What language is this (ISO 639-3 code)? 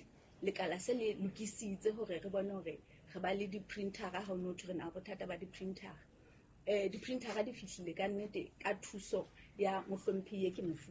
sot